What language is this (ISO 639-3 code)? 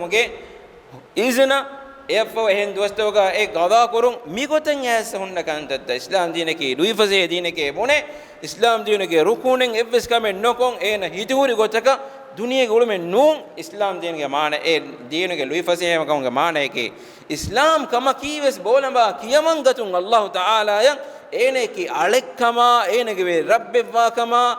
div